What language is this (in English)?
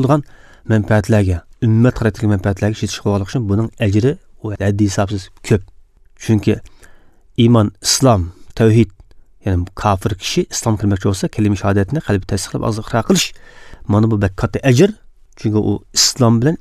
Uyghur